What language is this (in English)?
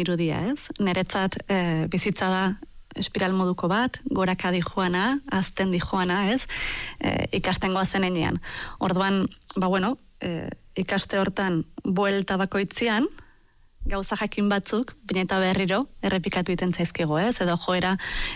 Basque